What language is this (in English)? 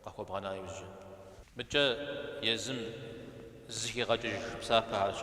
Kabardian